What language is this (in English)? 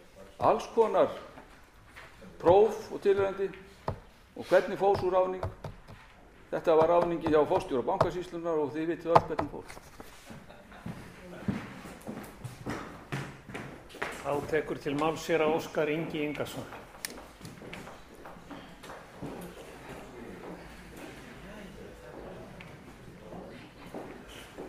Icelandic